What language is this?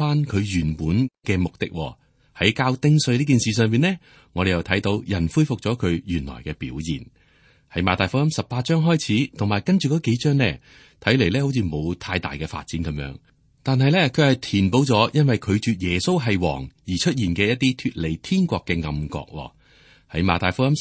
Cantonese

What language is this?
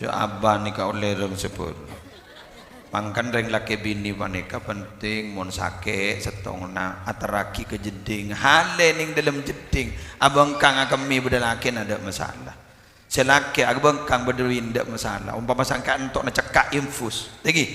Madurese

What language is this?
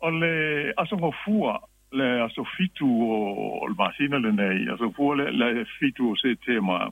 Samoan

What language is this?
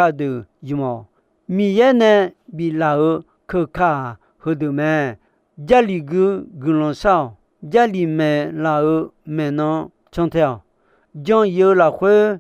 Akha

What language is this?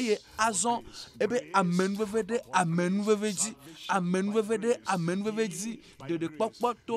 Ewe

